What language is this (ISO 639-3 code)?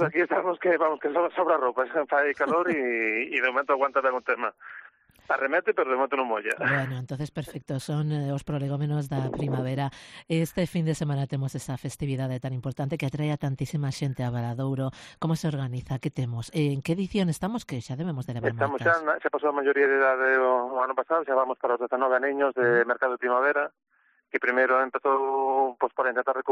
glg